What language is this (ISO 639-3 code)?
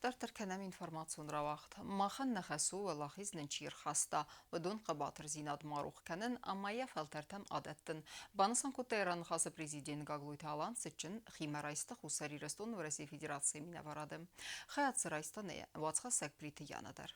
oss